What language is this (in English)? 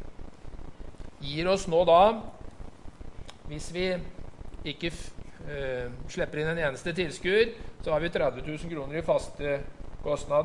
Norwegian